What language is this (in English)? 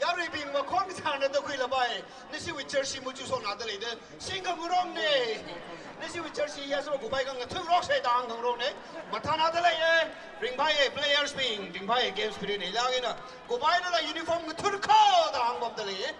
Tangkhul Naga (India)